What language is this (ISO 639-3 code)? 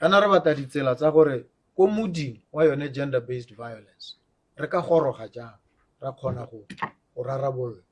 tsn